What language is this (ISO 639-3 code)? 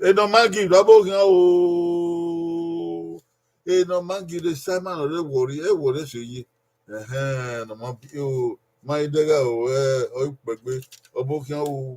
bin